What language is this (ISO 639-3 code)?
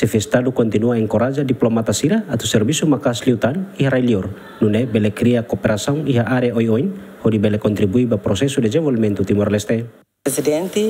tet